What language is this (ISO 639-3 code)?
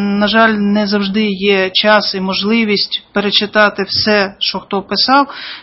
ukr